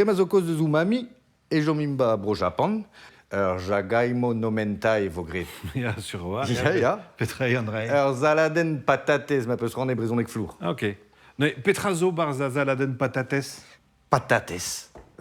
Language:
Breton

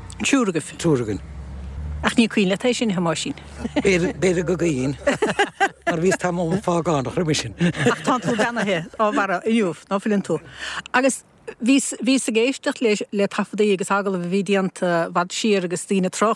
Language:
Irish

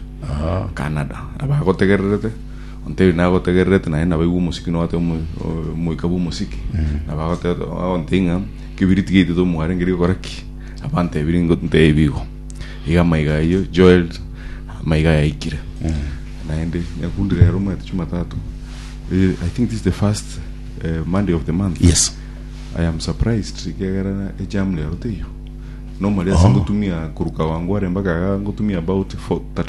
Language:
Gusii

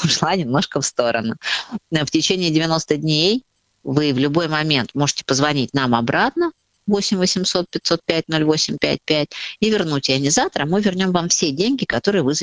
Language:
Russian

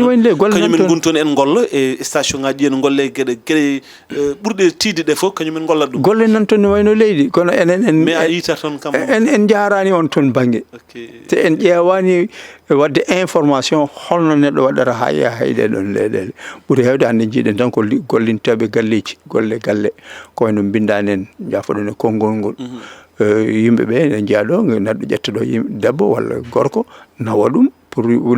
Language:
Fula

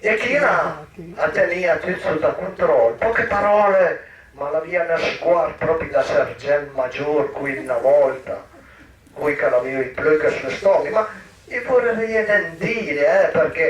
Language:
Piedmontese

